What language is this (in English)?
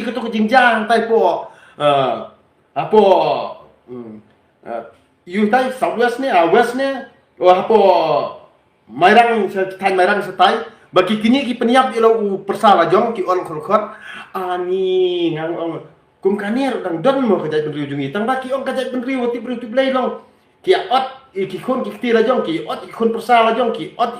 Khasi